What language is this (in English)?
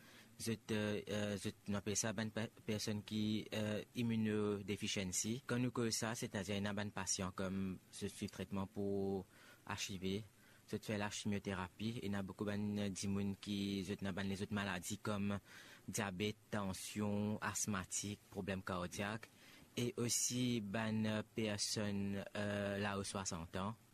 Morisyen